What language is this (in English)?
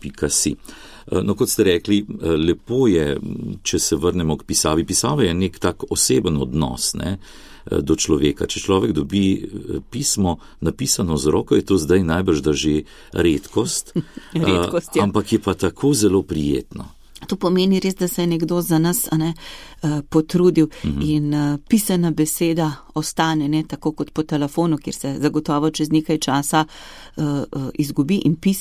Slovenian